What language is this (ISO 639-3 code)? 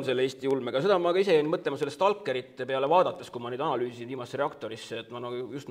est